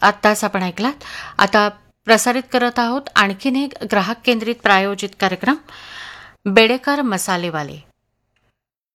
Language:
Marathi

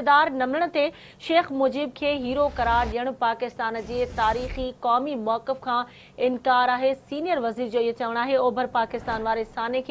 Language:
Sindhi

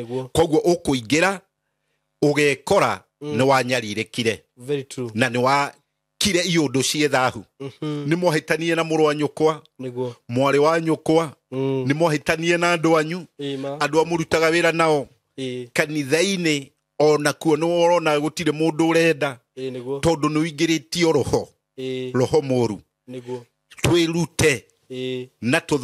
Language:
Kikuyu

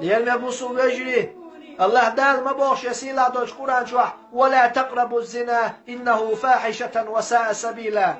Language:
Chechen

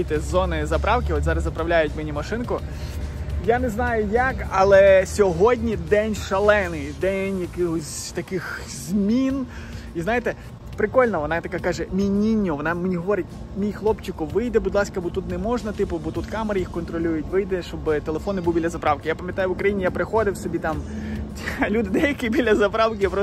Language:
Ukrainian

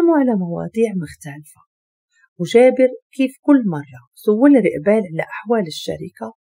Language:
Moroccan Arabic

